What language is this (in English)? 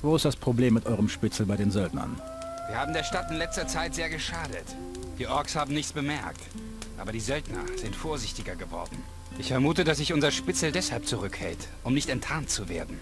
Bavarian